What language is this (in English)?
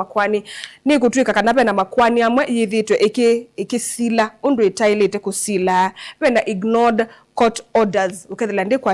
Kamba